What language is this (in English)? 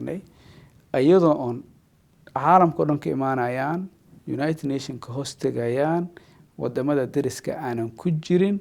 Somali